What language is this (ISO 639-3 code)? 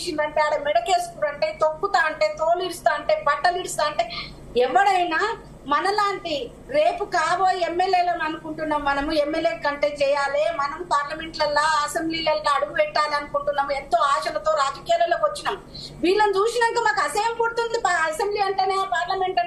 tel